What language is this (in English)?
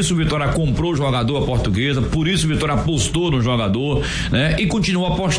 Portuguese